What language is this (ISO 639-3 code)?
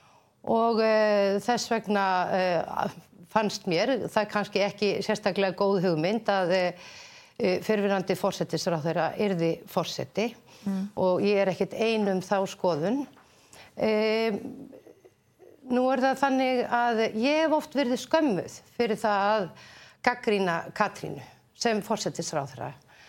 isl